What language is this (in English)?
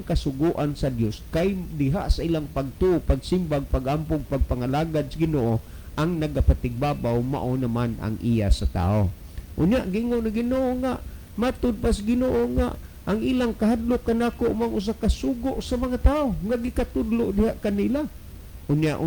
Cebuano